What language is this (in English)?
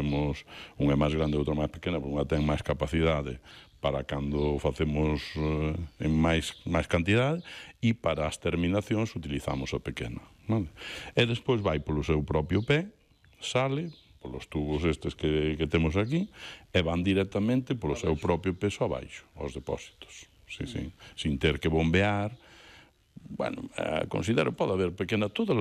Galician